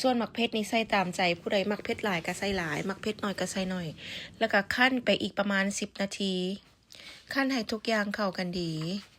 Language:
Lao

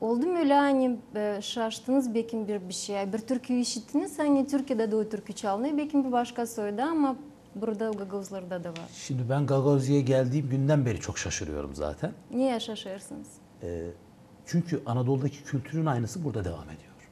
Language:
Gagauz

